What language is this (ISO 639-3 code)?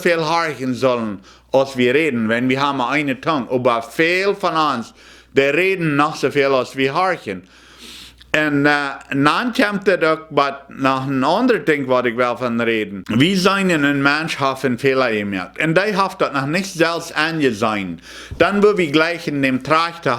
pdt